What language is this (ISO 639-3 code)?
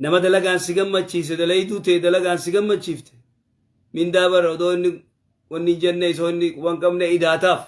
orm